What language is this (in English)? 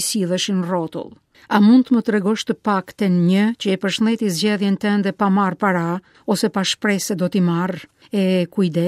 Albanian